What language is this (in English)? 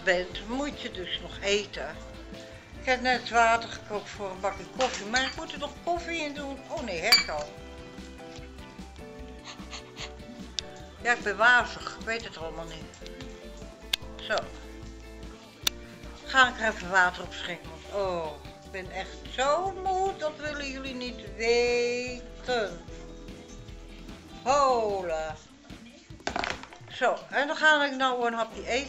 Dutch